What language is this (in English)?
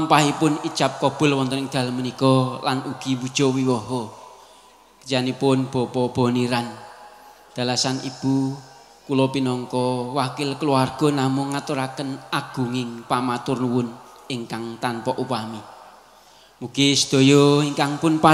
Javanese